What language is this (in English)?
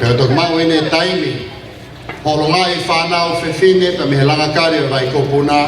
Tongan